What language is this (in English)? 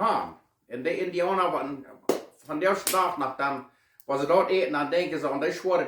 Plautdietsch